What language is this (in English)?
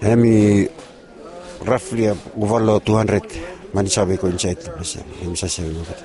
Bislama